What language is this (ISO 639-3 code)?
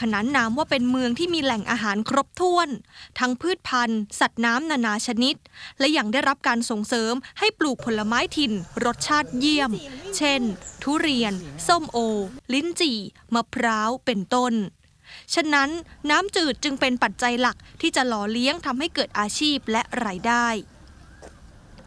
tha